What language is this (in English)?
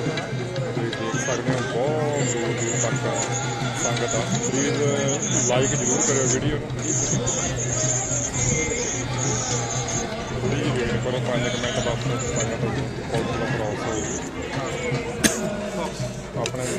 Punjabi